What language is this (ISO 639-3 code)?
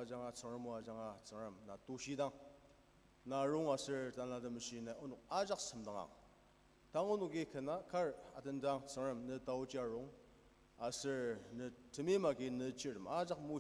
njo